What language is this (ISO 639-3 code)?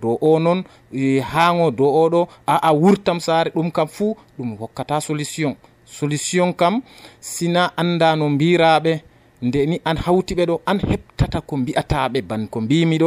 fuv